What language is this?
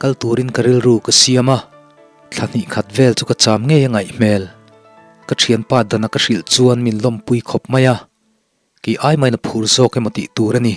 Mizo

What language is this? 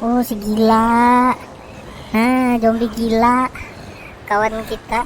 Banjar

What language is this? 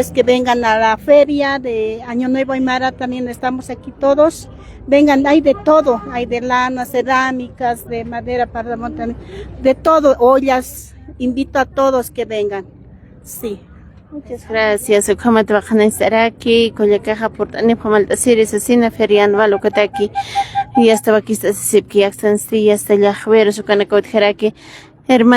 Aymara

